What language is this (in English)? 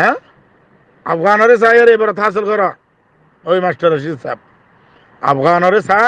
Rohingya